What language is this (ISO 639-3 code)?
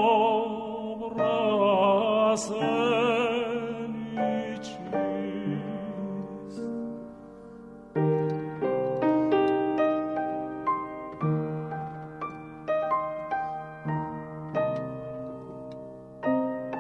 bul